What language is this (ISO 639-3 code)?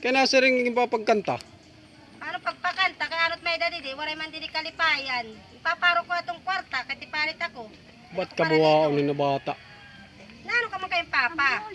war